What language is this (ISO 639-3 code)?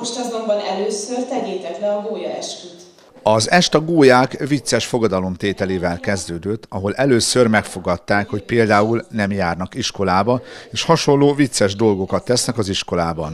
hun